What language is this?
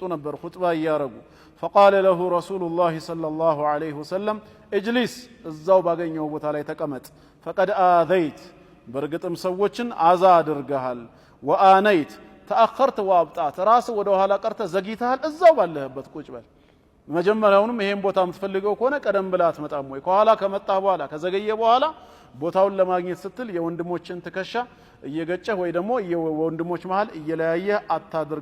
Amharic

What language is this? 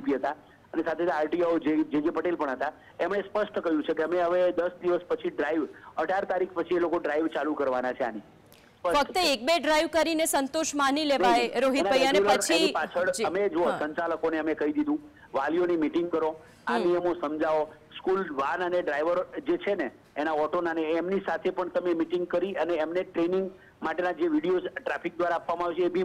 Gujarati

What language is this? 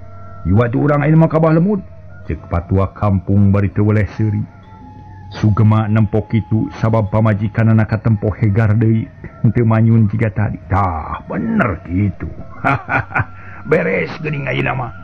Sundanese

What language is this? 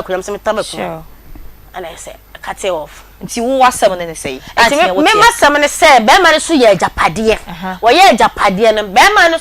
Akan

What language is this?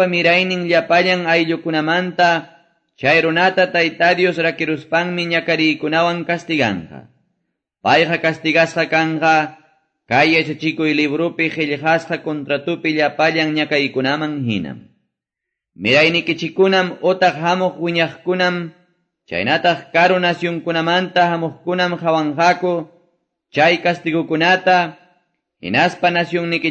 Quechua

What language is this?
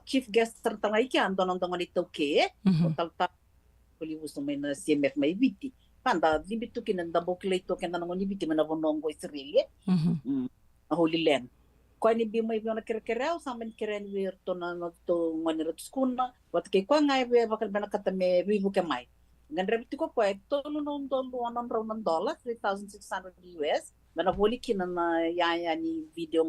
Fijian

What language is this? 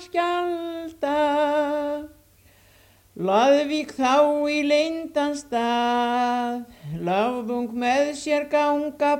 Icelandic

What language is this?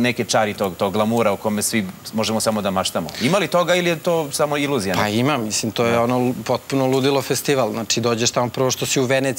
Serbian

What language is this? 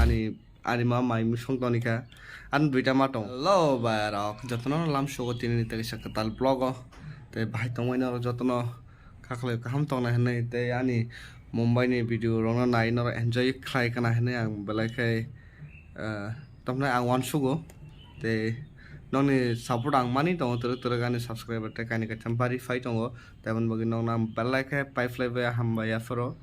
Kok Borok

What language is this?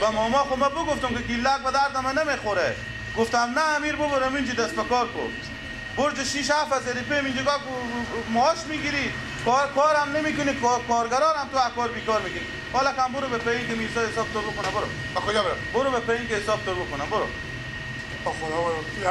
Persian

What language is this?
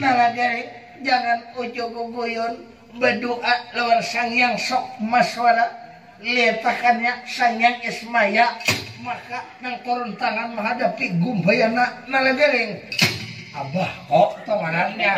Banjar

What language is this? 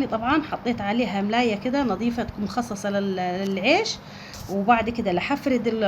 Egyptian Arabic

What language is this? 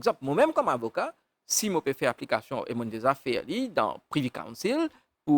Morisyen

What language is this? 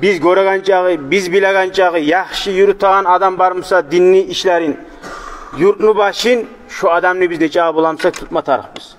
Kumyk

